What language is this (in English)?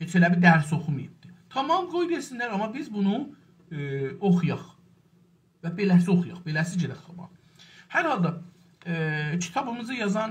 South Azerbaijani